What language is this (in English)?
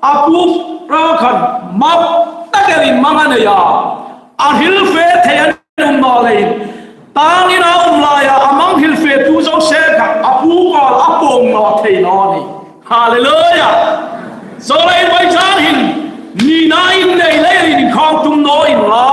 Hmar